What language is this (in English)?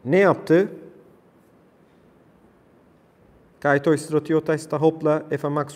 Turkish